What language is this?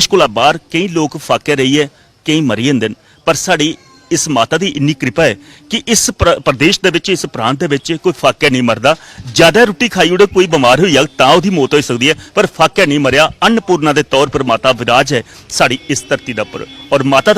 Dogri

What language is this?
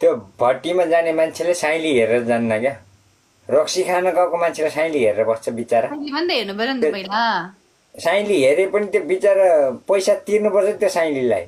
Nepali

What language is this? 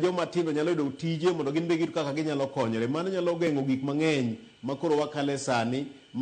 Luo (Kenya and Tanzania)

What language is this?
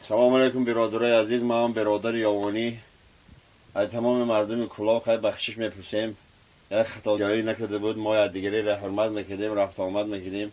Tajik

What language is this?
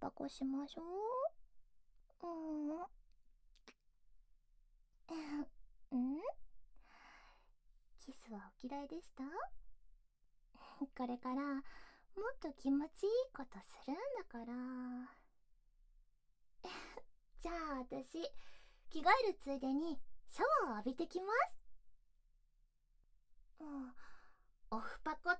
Japanese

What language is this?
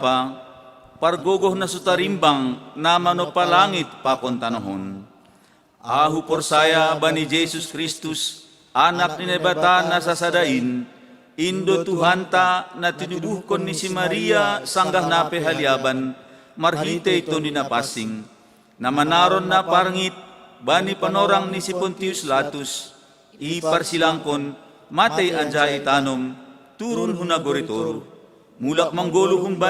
Batak Simalungun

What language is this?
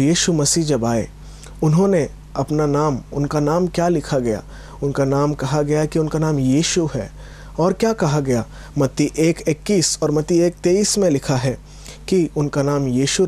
Hindi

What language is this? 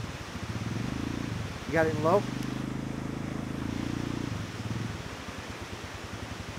English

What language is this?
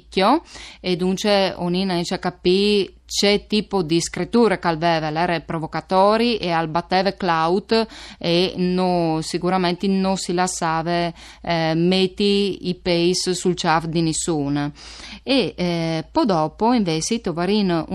Friulian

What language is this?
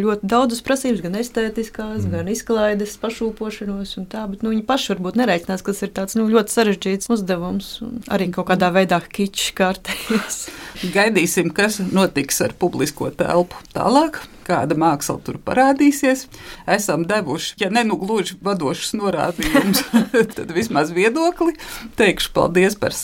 Latvian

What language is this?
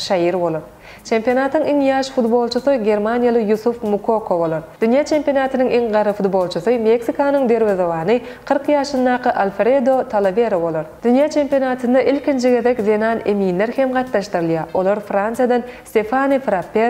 Turkmen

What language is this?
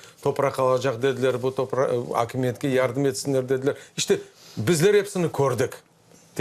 Crimean Tatar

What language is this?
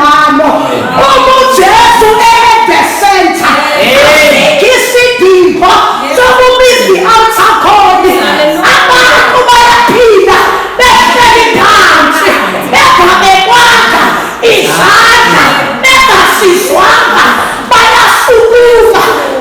Zulu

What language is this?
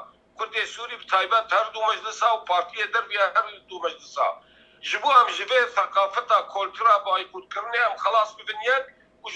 Kurdish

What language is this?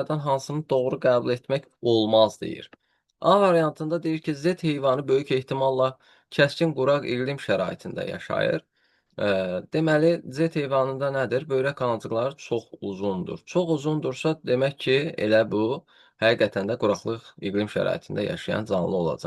Azerbaijani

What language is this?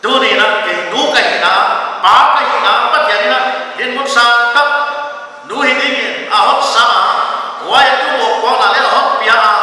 Paite Chin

